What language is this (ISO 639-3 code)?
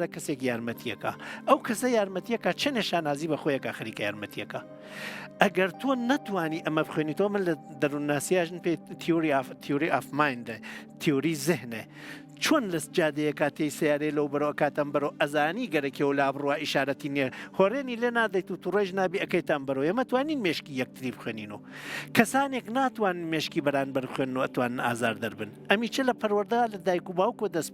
ckb